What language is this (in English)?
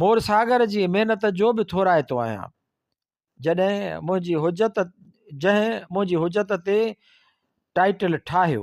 Sindhi